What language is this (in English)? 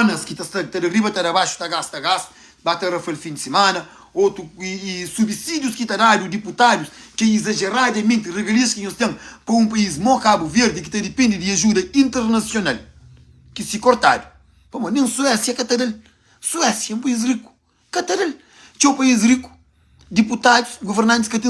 Kabuverdianu